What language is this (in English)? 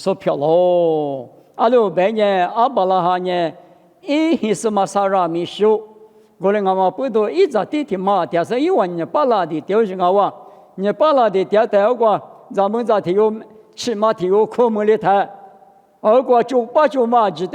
Lisu